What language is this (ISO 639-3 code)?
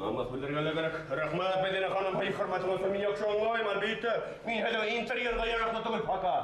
bak